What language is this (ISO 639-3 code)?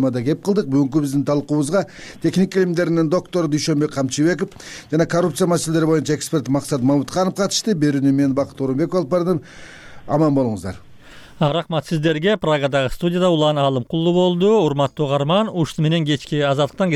kir